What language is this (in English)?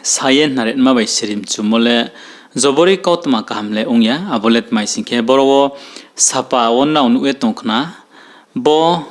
Riang (India)